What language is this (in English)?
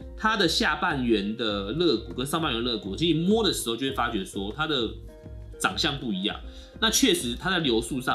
Chinese